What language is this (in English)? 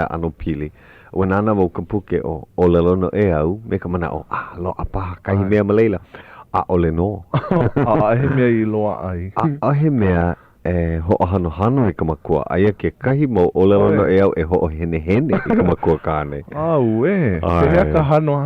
Hawaiian